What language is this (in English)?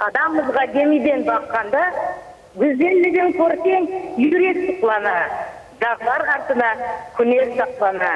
Crimean Tatar